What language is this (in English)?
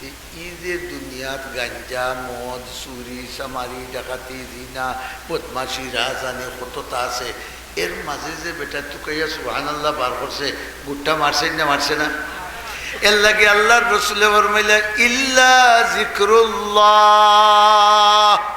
Sylheti